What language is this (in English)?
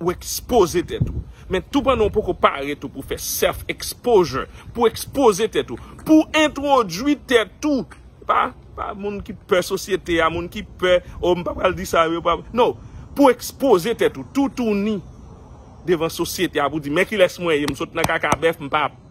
Haitian Creole